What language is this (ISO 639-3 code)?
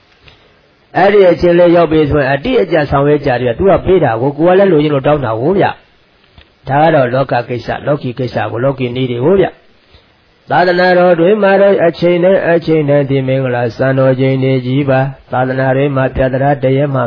mya